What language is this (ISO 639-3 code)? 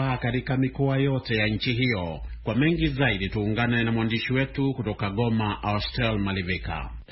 swa